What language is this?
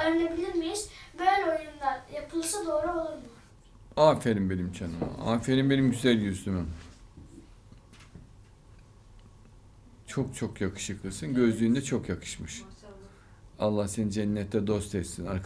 Turkish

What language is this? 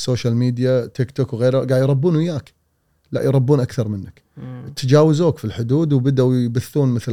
Gulf Arabic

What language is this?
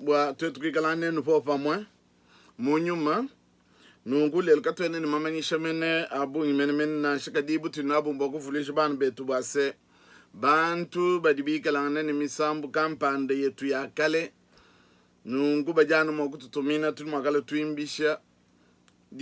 Luba-Lulua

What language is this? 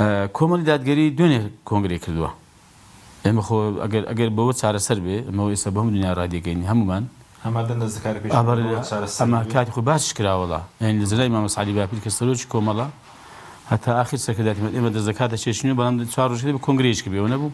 Central Kurdish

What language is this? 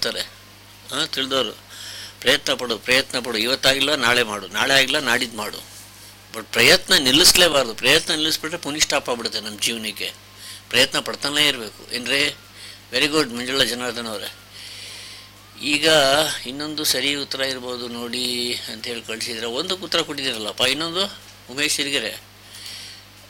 Kannada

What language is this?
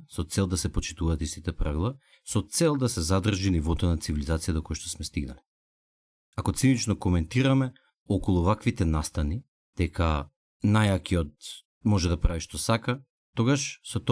Macedonian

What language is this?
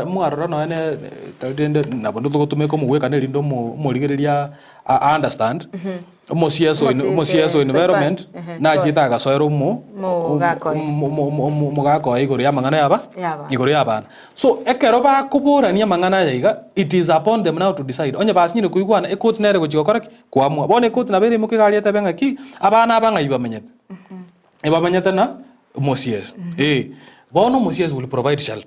Gusii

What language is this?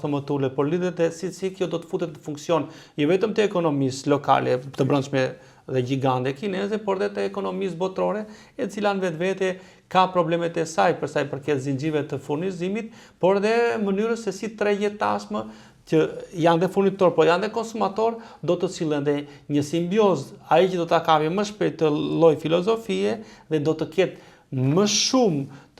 Albanian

